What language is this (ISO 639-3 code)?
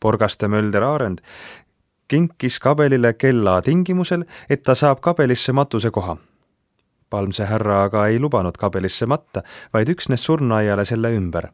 est